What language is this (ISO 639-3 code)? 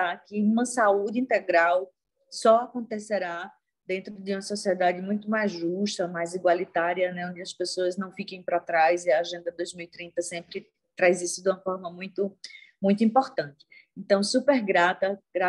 por